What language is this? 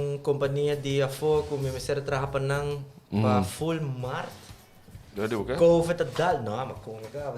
Papiamento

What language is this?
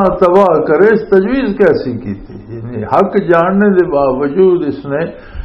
Western Panjabi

